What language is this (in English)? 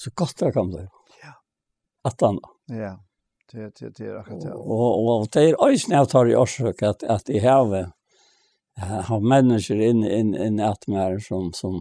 Faroese